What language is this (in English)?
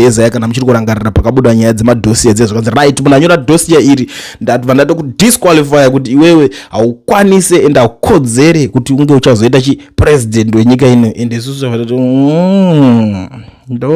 Shona